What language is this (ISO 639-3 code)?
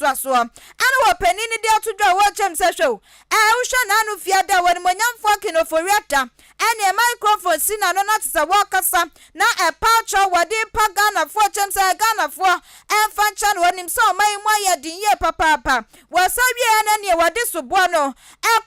aka